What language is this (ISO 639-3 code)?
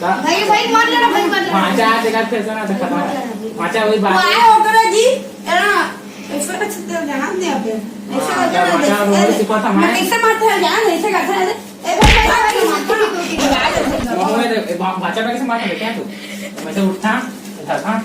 hne